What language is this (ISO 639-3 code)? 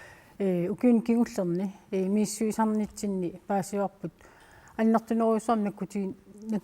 kal